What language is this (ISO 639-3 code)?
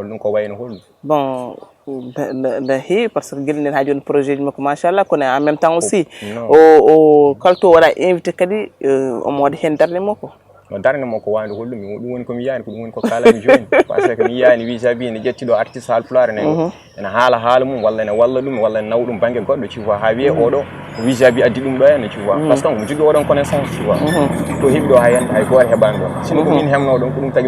ful